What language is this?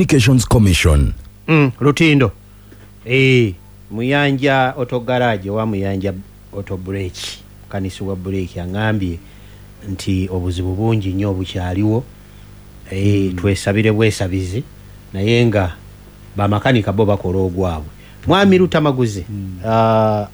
Ganda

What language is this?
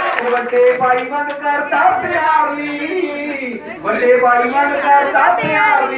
Punjabi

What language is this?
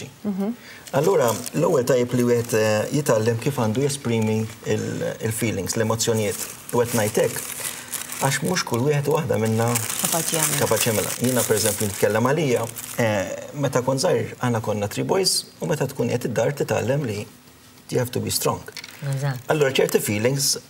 Maltese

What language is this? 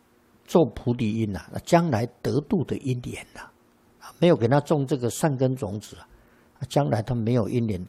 Chinese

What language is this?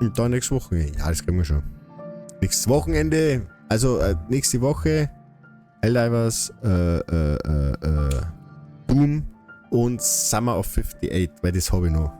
Bavarian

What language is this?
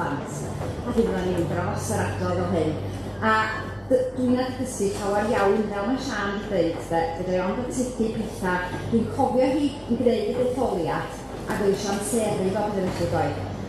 Welsh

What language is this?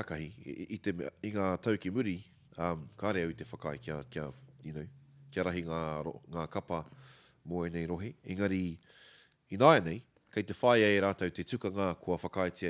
Māori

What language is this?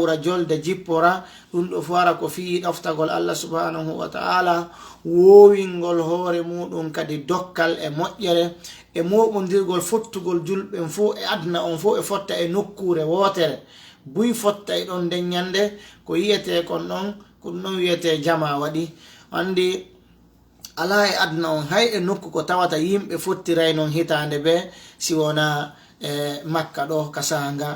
Fula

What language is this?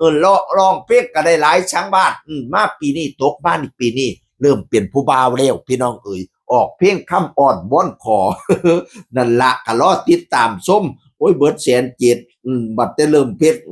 Northeastern Thai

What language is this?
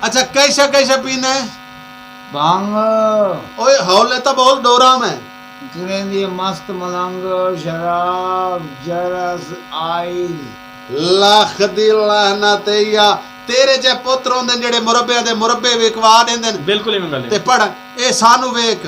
Saraiki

